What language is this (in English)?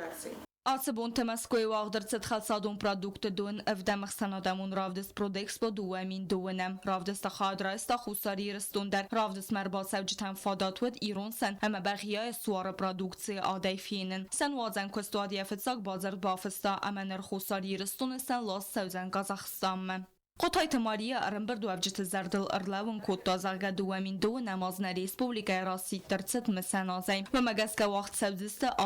Ossetic